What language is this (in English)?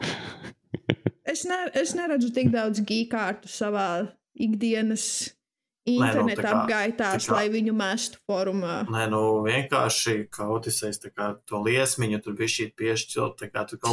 Latvian